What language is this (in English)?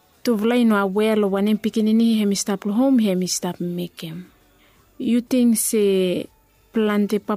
Bislama